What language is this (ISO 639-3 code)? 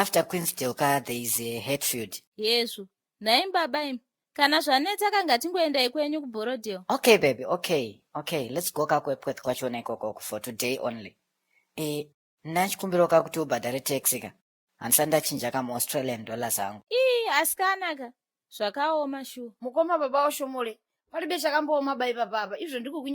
sna